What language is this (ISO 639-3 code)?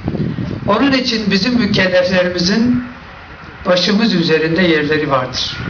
tur